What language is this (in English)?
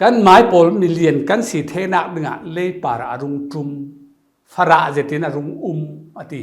Falam Chin